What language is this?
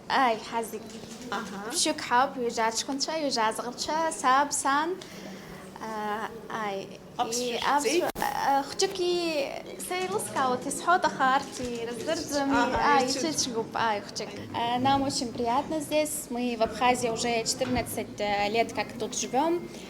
Abkhazian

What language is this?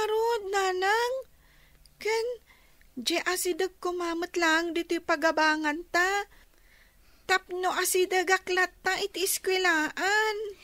Iloko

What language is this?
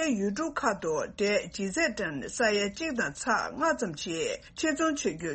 Tibetan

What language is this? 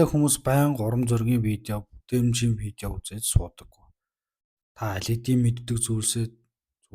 Mongolian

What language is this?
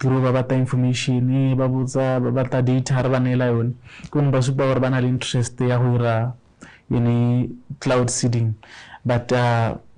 Tswana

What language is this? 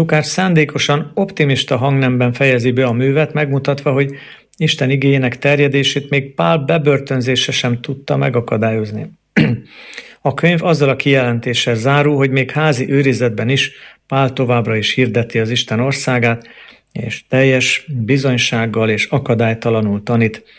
Hungarian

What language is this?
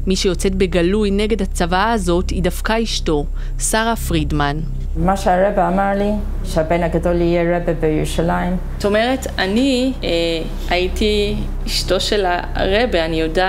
Hebrew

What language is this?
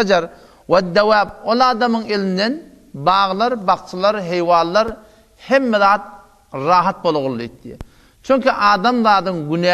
Turkmen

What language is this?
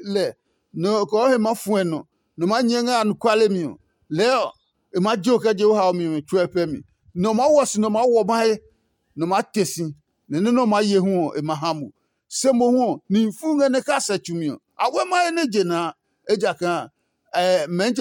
Adangme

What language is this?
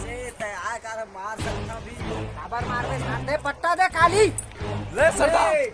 Chhattisgarhi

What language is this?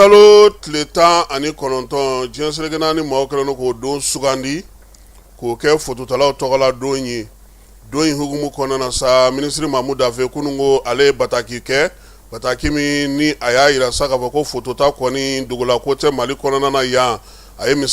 Bambara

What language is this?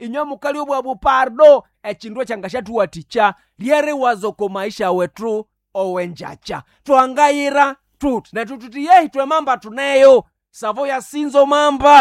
Swahili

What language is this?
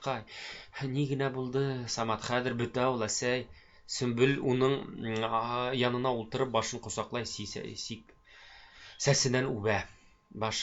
Bashkir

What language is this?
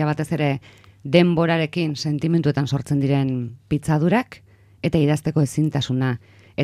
Basque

